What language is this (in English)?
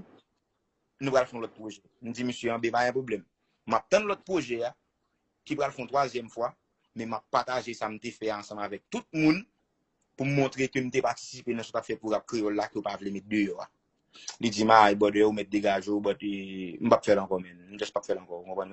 Haitian Creole